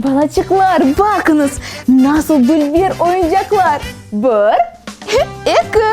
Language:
Crimean Tatar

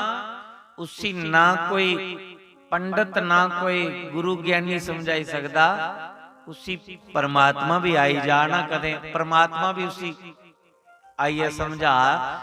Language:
Dogri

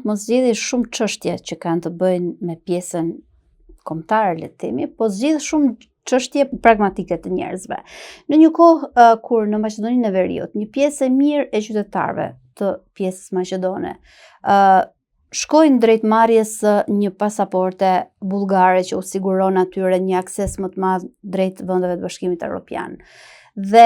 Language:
Albanian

